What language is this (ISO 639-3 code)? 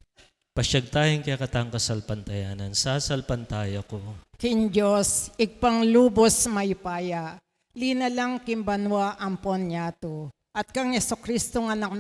pam